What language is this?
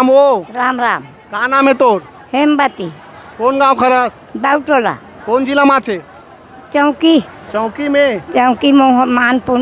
Chhattisgarhi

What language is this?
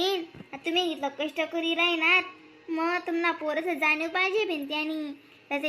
Khandesi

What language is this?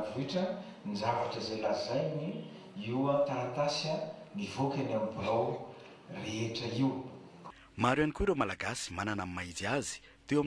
Malagasy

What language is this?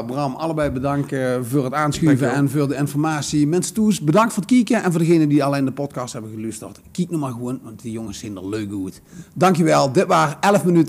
Limburgish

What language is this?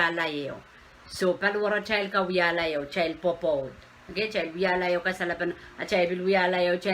Pohnpeian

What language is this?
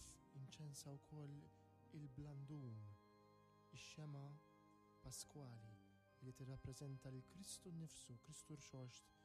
Maltese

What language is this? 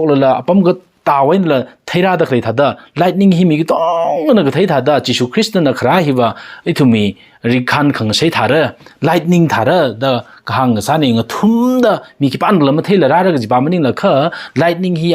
Tangkhul Naga (India)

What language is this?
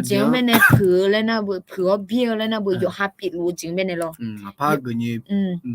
Akha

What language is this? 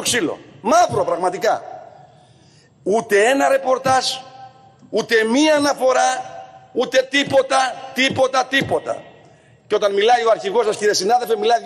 Greek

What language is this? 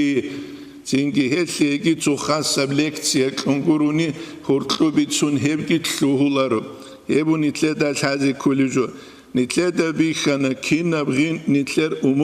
Avaric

